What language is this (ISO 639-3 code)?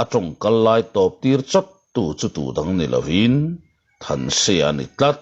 lus